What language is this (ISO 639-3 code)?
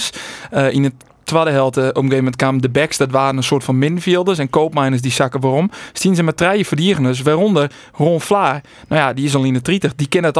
fry